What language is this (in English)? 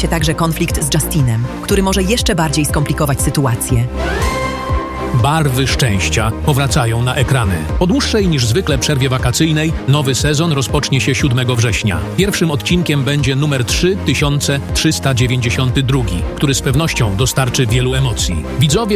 Polish